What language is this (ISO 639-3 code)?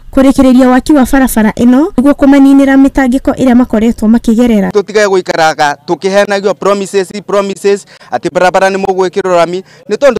kik